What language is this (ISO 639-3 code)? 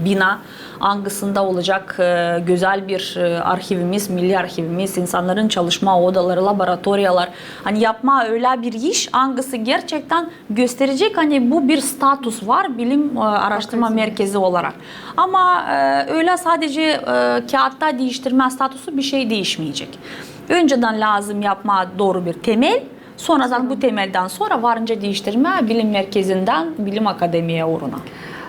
gag